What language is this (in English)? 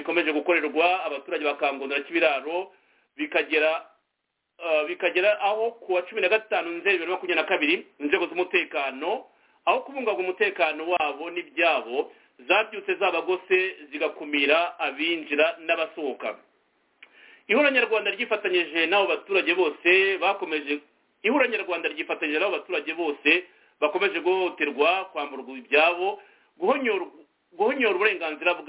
Kinyarwanda